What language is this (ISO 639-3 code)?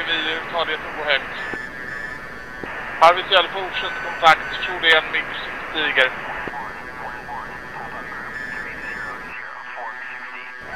swe